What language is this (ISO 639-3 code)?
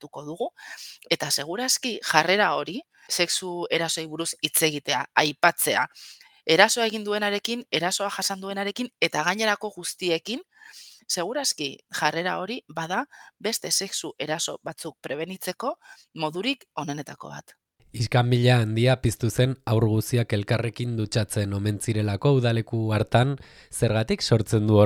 eus